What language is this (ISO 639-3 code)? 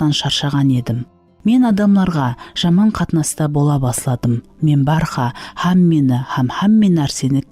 kaa